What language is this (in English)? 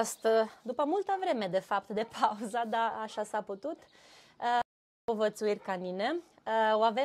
Romanian